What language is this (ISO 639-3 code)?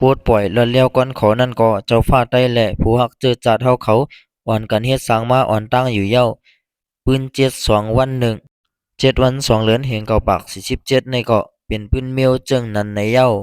shn